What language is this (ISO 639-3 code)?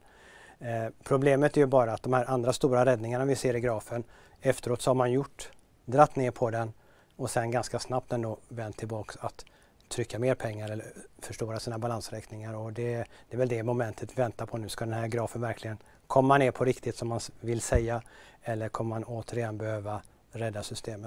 swe